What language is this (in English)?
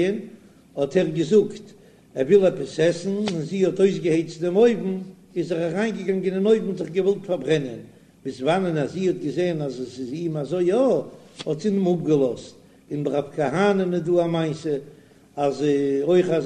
Yiddish